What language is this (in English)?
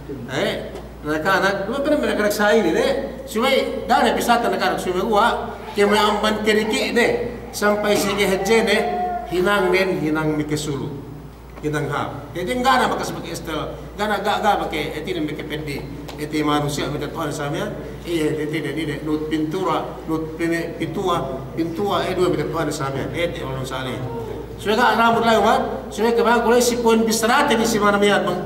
Yakan